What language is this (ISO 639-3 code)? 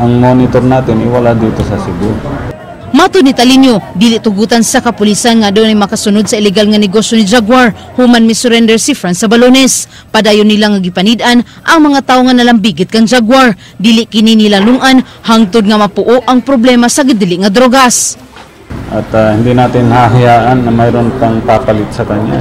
ceb